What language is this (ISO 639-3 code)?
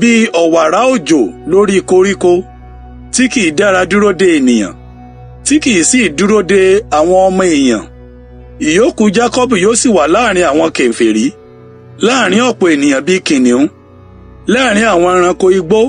yor